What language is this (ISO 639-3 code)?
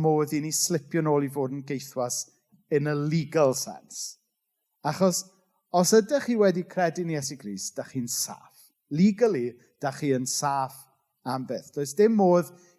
cym